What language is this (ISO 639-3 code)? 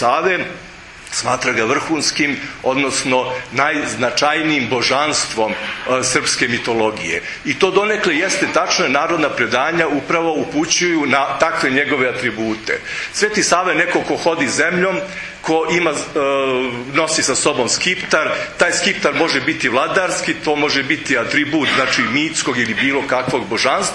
srp